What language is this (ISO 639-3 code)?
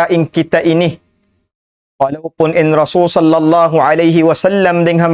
tsg